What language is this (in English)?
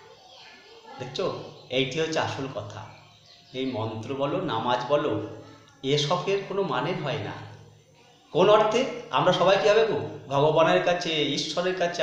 Bangla